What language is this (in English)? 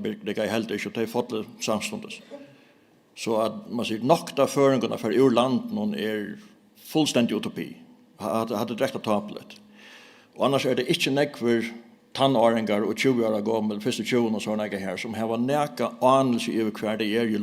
Faroese